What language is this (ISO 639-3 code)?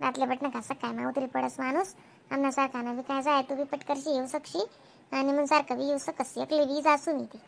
khn